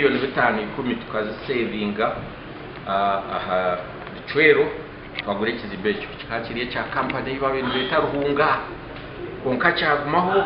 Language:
Nyankole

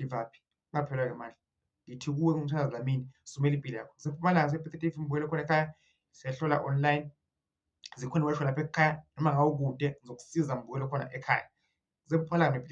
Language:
Zulu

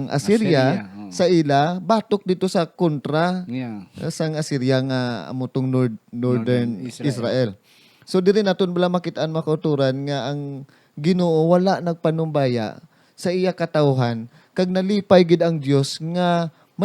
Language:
Hiligaynon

